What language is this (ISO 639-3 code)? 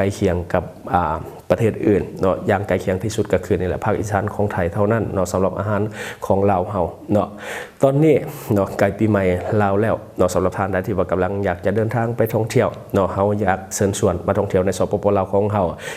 lao